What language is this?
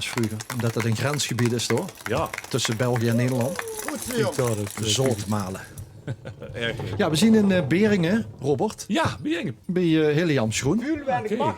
Limburgish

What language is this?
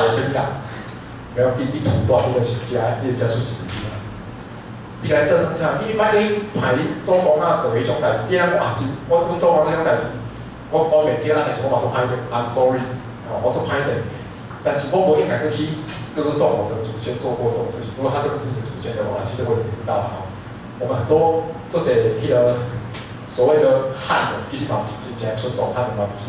Min Nan Chinese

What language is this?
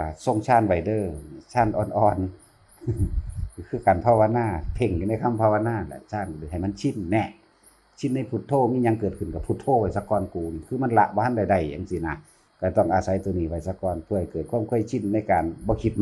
Northeastern Thai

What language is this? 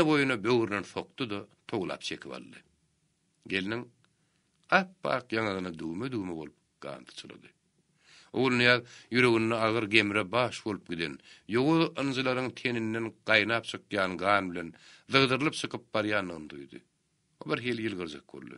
Turkmen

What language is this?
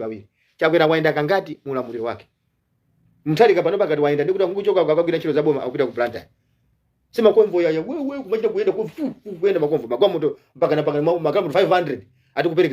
Nyanja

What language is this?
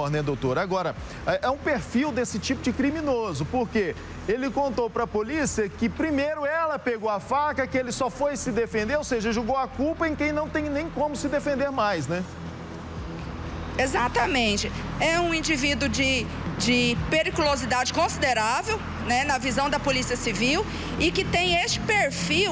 Portuguese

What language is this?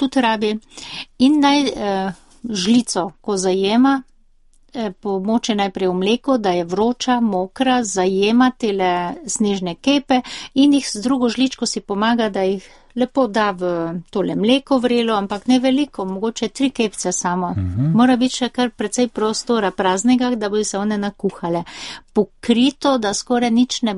Slovenian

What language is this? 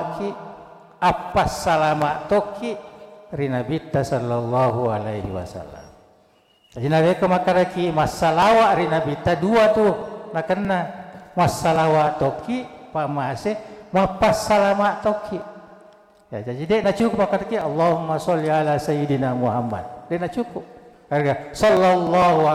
Buginese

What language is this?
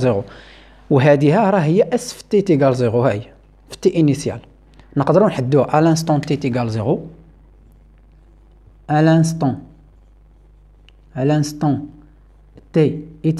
Moroccan Arabic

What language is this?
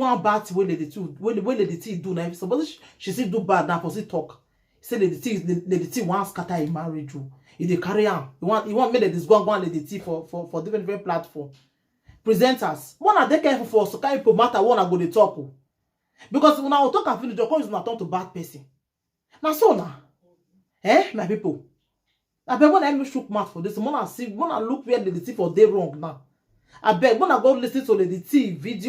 Nigerian Pidgin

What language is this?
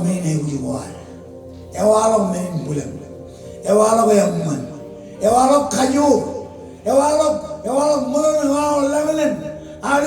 Marshallese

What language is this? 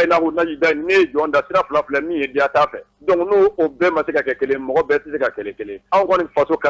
Bambara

